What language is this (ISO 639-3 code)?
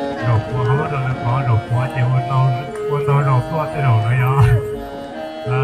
hmn